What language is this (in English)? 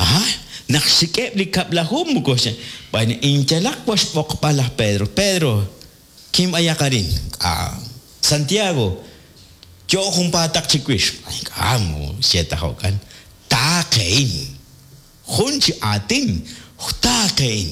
Kekchí